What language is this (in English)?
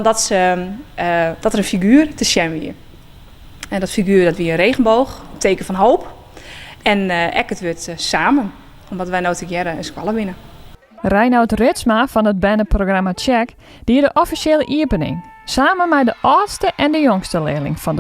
Western Frisian